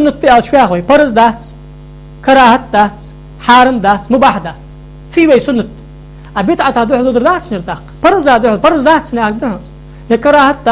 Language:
Ingush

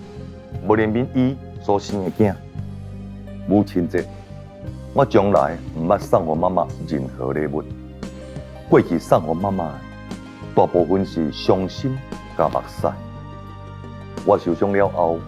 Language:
Min Nan Chinese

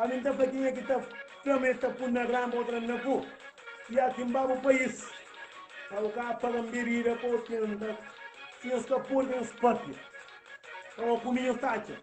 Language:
Kabuverdianu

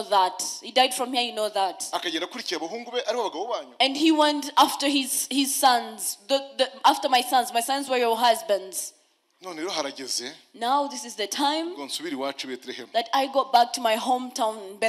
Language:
Kinyarwanda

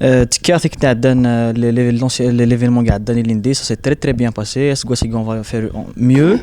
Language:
Kabyle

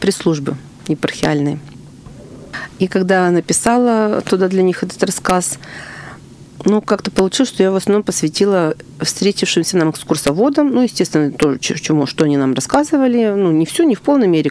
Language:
Russian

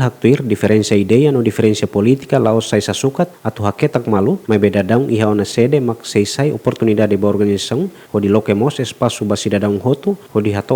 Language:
Tetum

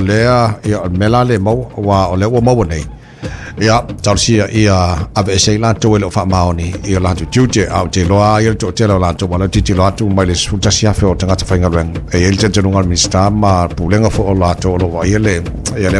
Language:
Samoan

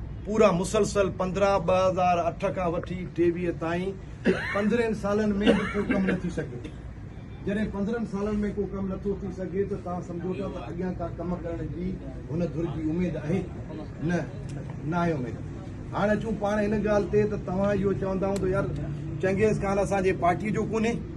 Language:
Sindhi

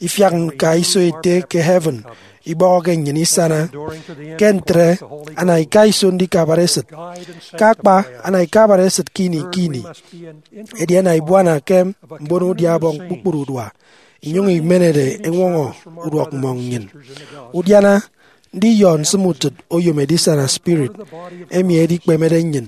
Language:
Efik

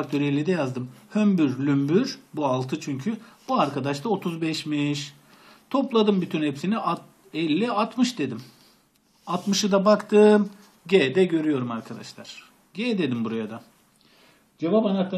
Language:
Turkish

